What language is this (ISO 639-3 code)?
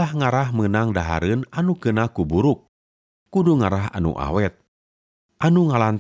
sun